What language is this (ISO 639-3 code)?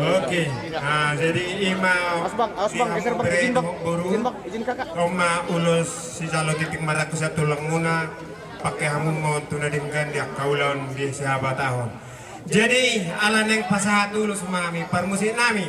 bbc